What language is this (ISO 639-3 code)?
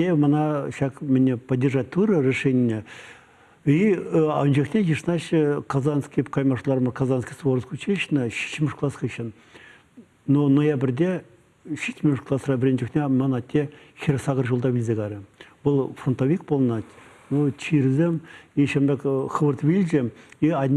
chv